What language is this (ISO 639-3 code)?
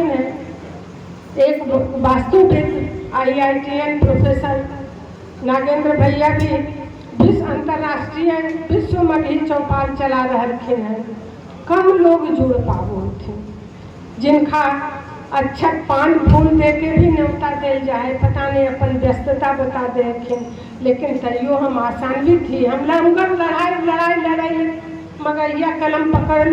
mag